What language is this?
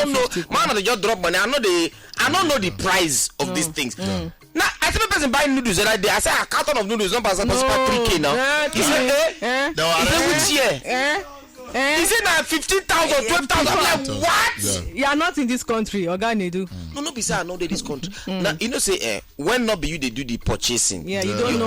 Nigerian Pidgin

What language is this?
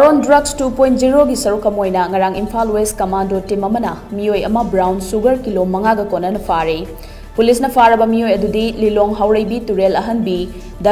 Manipuri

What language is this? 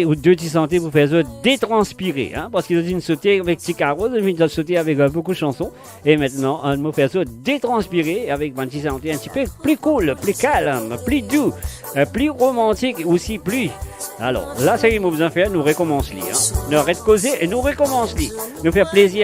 Morisyen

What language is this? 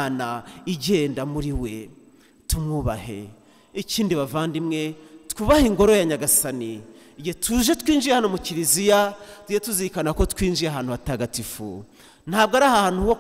Kinyarwanda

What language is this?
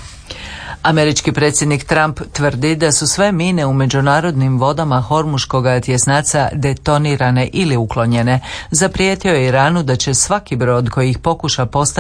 Croatian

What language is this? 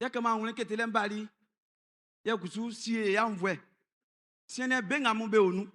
Baoulé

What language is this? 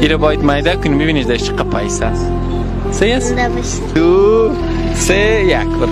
Tajik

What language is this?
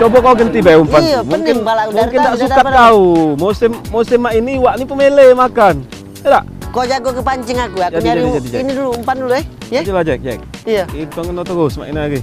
Musi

